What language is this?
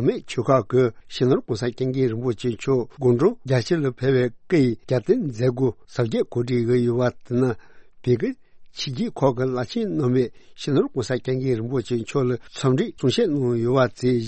Tibetan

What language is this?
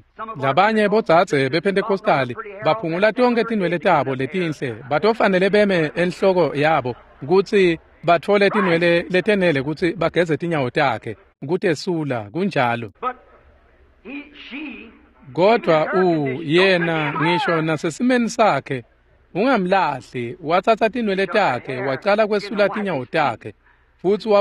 Swati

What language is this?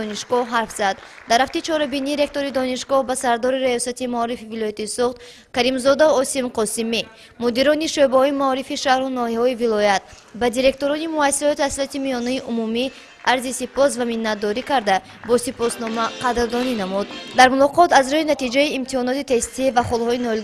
Tajik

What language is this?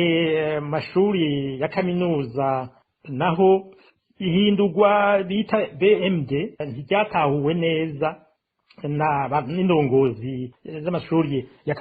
Rundi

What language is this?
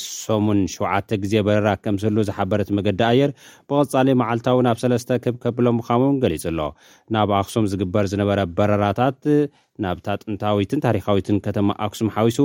Tigrinya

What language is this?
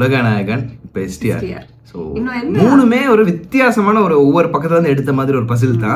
Tamil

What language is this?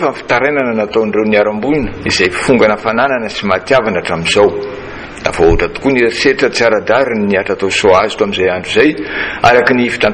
Malagasy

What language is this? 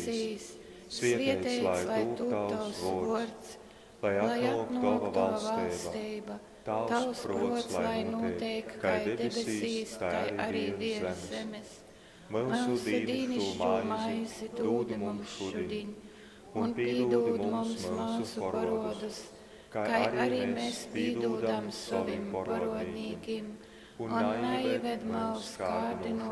Latgalian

